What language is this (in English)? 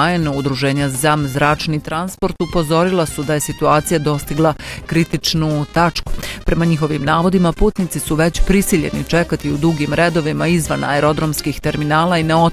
Bosnian